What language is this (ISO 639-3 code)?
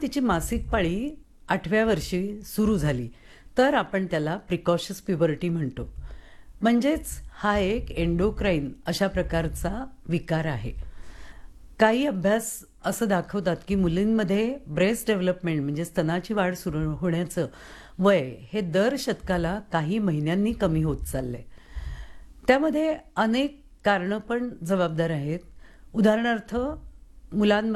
mar